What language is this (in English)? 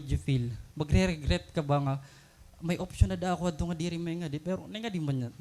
Waray